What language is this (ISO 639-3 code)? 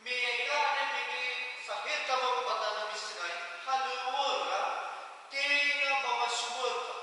nia